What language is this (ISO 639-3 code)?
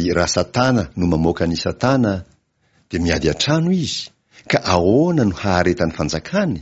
mlg